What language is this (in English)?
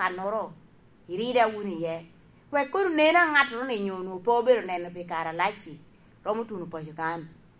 Lango (Uganda)